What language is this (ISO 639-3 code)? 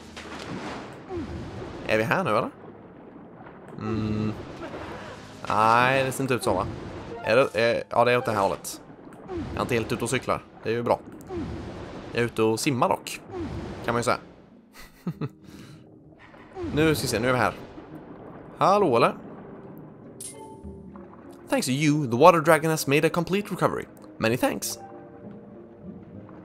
swe